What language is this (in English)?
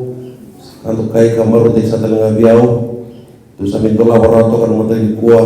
Fijian